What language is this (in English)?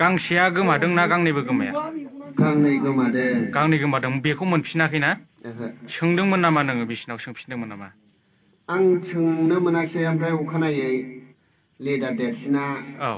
Bodo